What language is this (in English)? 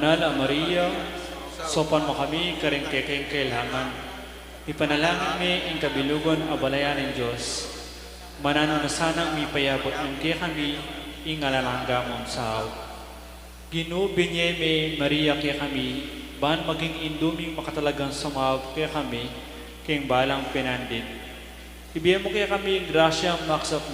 Pampanga